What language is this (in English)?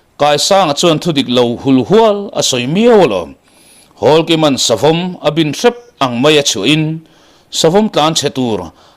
Mizo